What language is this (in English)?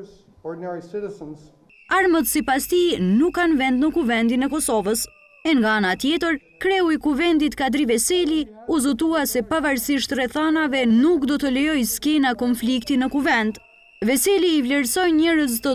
Albanian